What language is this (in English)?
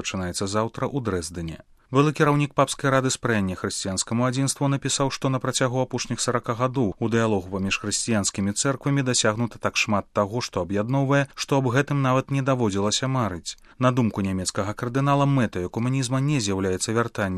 Belarusian